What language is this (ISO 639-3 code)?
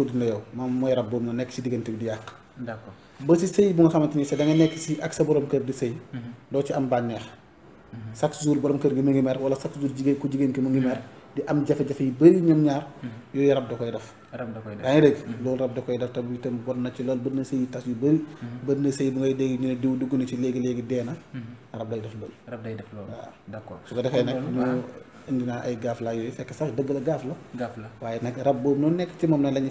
wol